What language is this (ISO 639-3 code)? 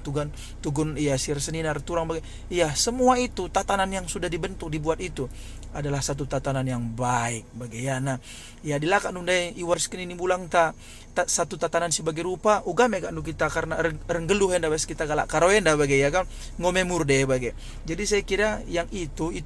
btx